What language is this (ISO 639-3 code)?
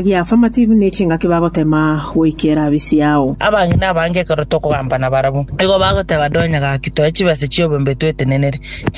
guz